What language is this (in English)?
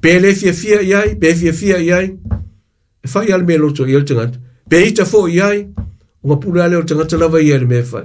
Samoan